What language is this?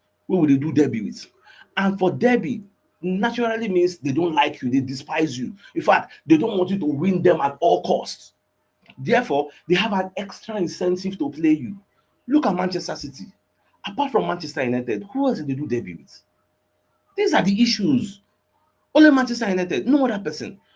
Nigerian Pidgin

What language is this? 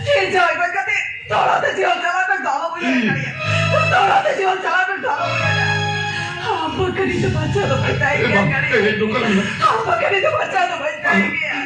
Santali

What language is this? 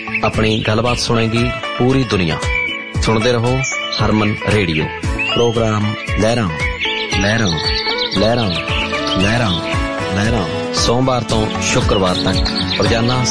Punjabi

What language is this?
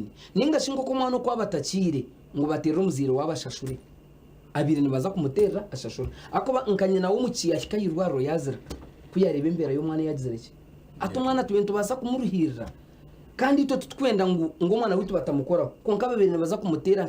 Nyankole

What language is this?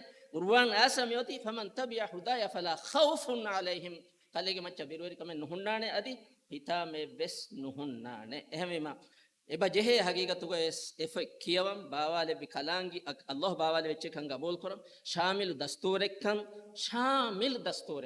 Divehi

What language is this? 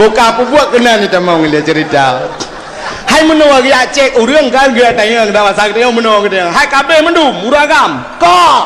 Achinese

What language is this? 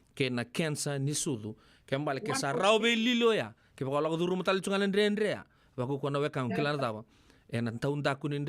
Fijian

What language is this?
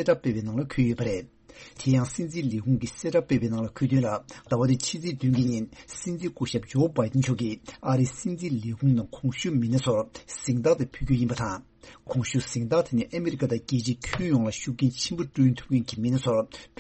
Tibetan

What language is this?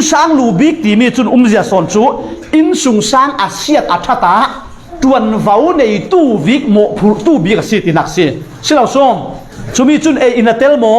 Falam Chin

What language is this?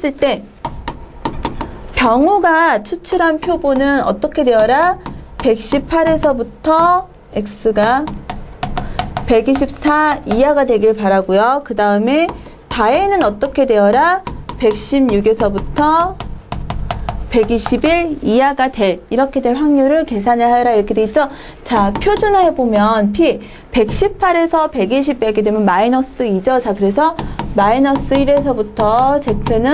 Korean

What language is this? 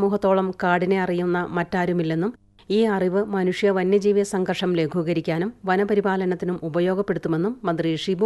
Malayalam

